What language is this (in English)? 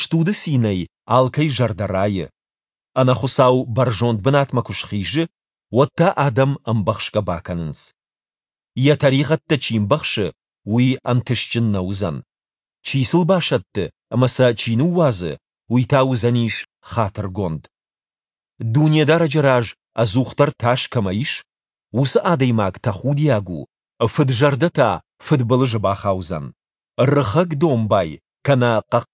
Ossetic